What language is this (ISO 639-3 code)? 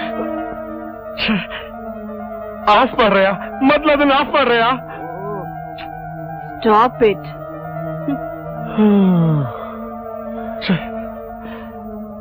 kan